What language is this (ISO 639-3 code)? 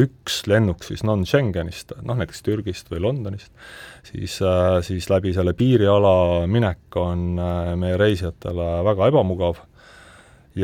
est